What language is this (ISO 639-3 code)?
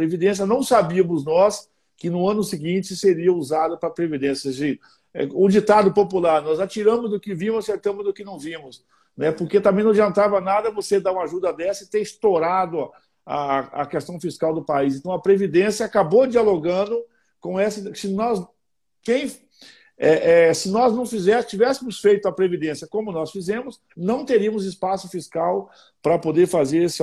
por